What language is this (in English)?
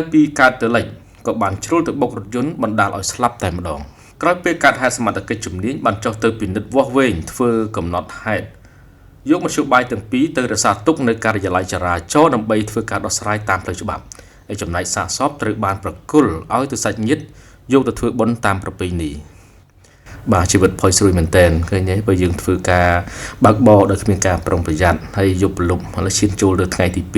Khmer